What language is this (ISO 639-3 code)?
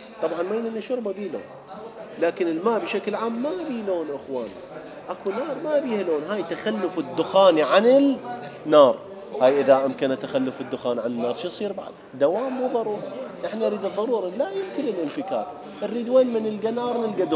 acm